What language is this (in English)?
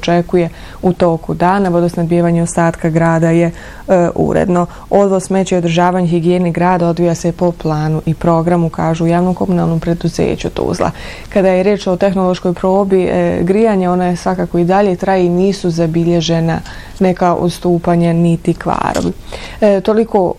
Bosnian